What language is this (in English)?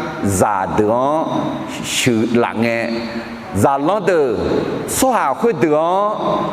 Akha